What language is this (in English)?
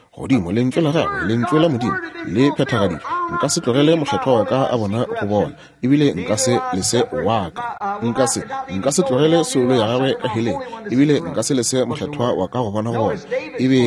Northern Sotho